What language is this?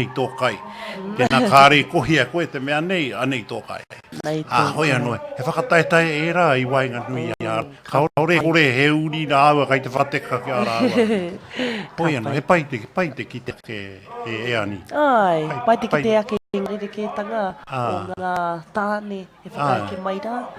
Māori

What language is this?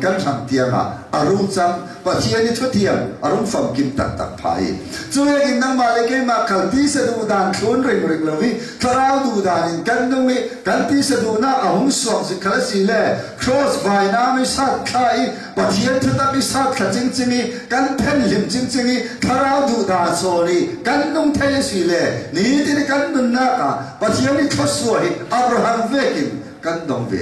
Falam Chin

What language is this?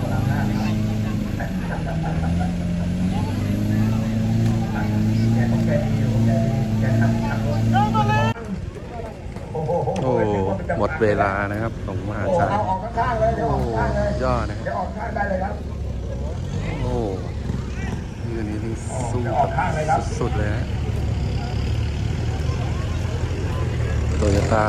Thai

